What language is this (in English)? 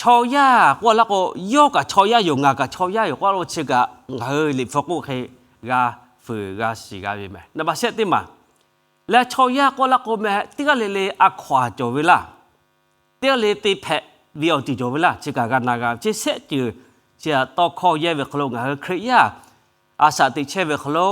Lahu